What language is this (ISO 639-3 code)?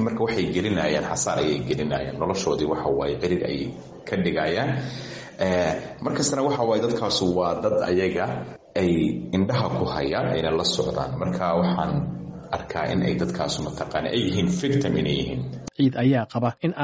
som